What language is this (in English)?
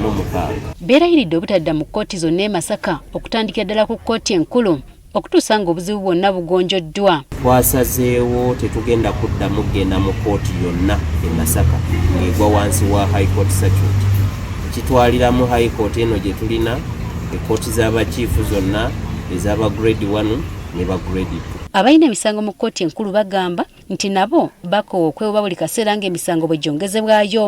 Ganda